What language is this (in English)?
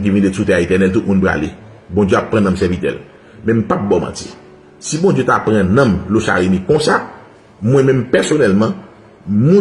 Haitian Creole